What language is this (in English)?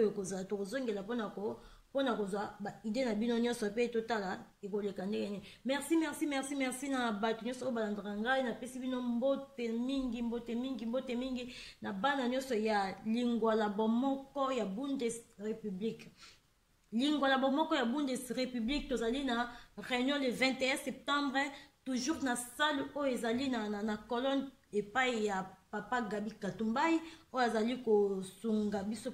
Lingala